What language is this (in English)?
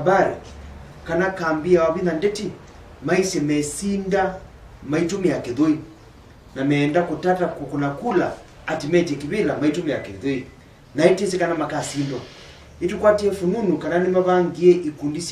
Kamba